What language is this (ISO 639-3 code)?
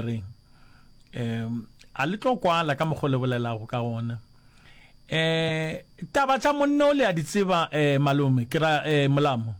nso